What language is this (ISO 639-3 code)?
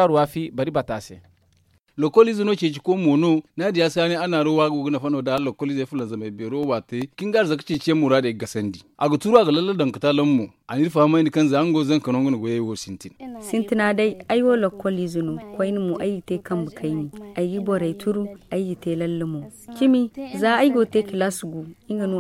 dje